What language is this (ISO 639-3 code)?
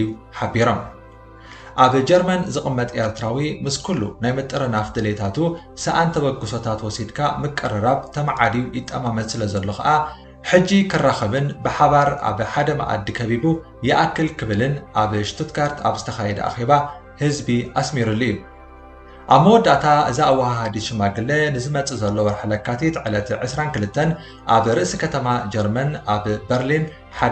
tir